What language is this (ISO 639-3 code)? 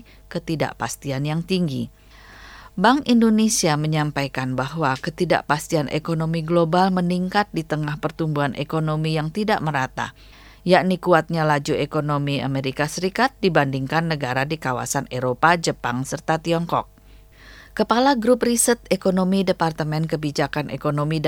ind